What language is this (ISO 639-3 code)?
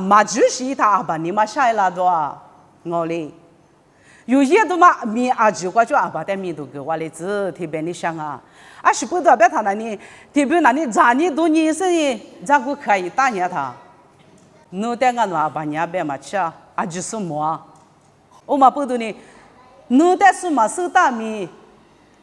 lis